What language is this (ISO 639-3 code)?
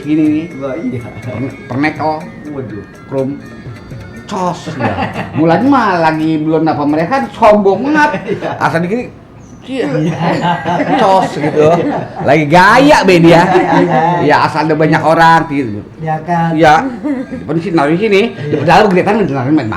bew